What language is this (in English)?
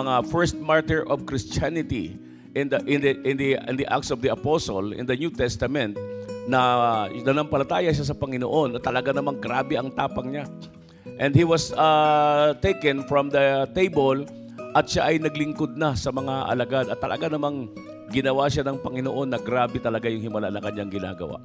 Filipino